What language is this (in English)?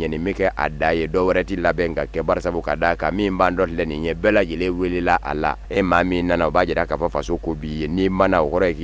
Bambara